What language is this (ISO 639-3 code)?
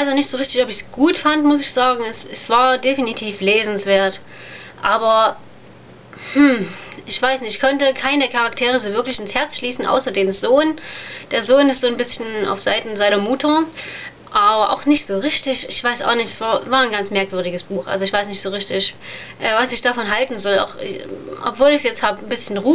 deu